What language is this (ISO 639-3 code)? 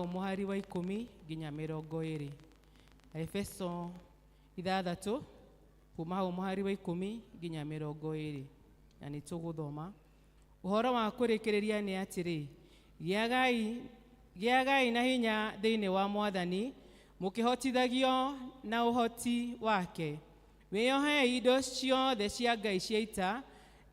kik